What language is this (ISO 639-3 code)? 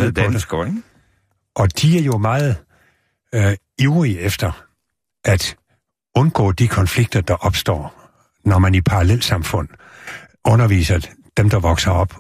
dan